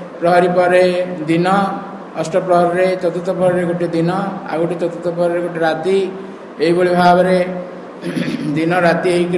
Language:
Odia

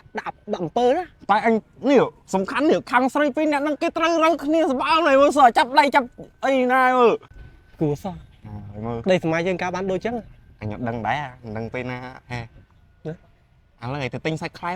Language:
Khmer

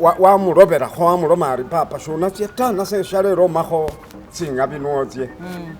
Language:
Masaaba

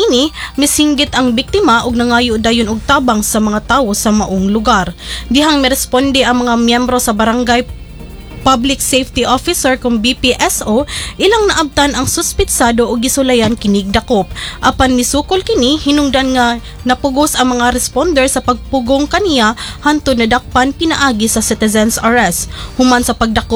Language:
Cebuano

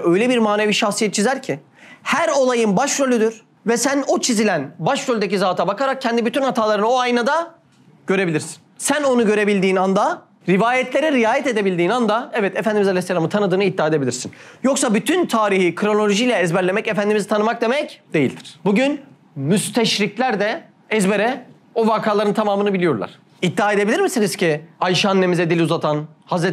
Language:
Turkish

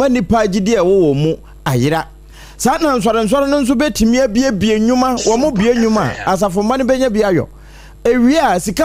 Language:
Akan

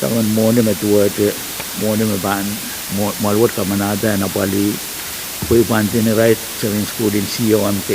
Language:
Pohnpeian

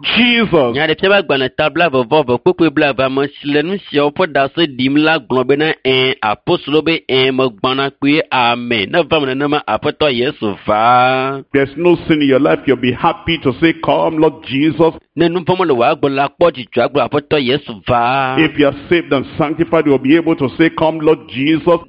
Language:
Ewe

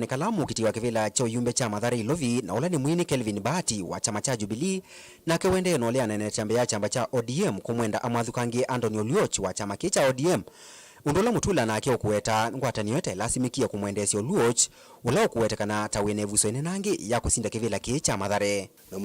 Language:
Kamba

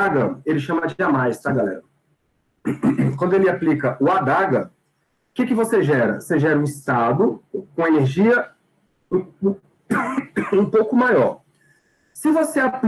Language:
Portuguese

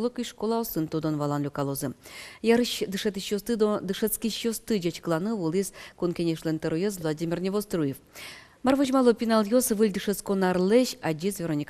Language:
Udmurt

